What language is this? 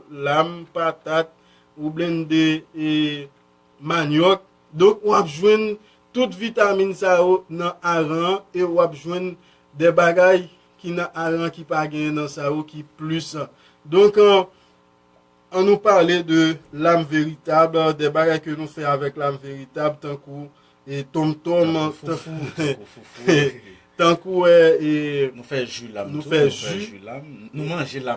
Haitian Creole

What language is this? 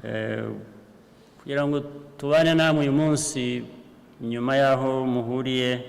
Kinyarwanda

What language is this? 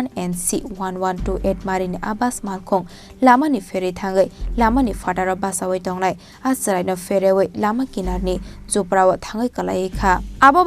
Kok Borok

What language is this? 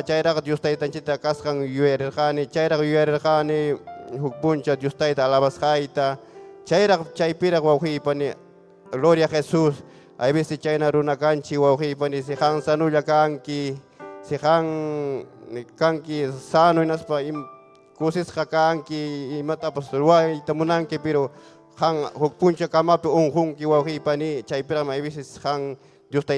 Ayacucho Quechua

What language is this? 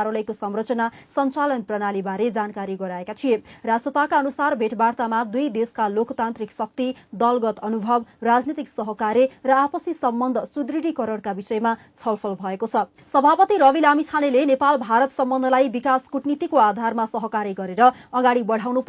Nepali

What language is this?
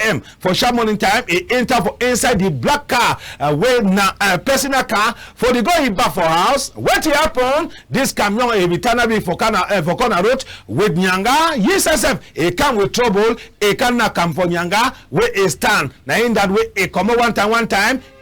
Cameroon Pidgin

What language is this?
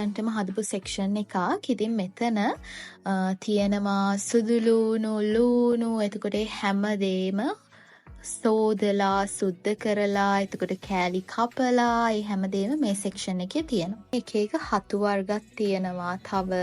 Sinhala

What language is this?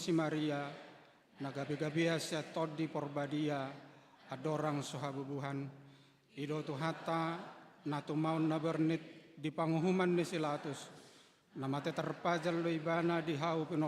Batak Toba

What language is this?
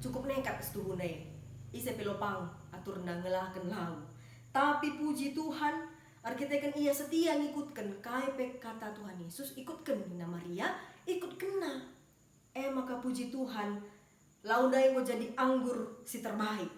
Batak Karo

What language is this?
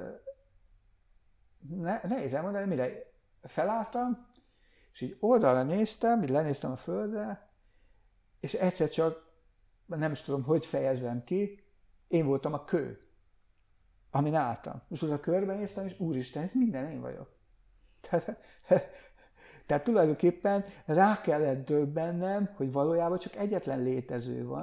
Hungarian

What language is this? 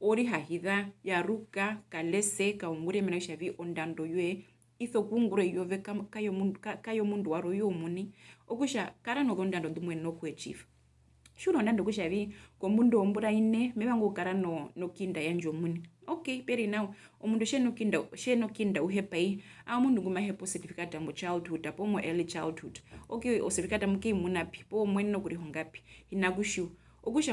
Herero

